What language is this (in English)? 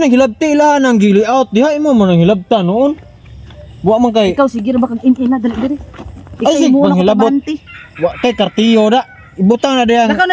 Cebuano